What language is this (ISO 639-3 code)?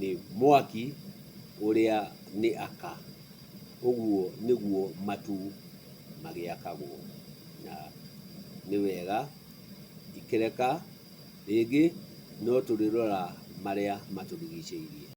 kik